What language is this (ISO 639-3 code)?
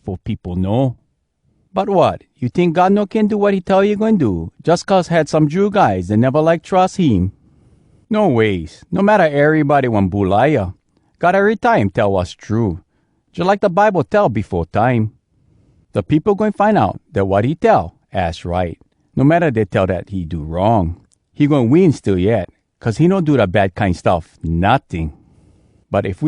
hwc